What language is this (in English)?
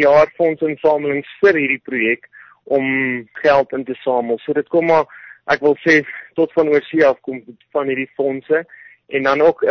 Afrikaans